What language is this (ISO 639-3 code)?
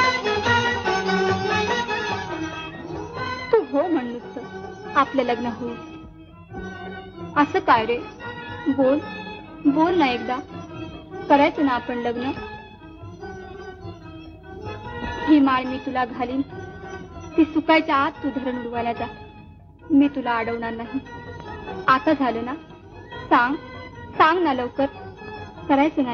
mar